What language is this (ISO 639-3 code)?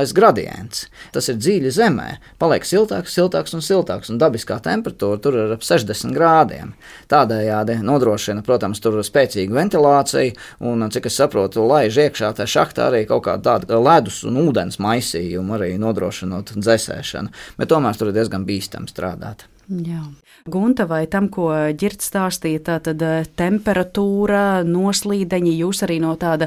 lav